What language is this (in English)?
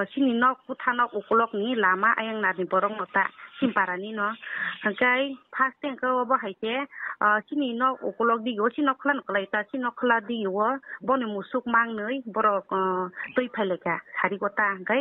Kok Borok